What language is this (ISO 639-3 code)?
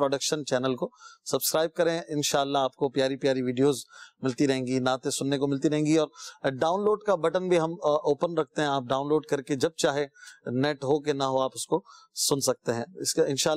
urd